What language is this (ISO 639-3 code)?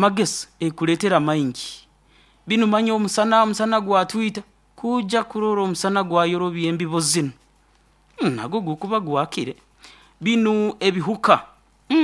nyo